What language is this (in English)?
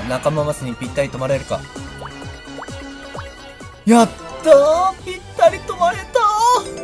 Japanese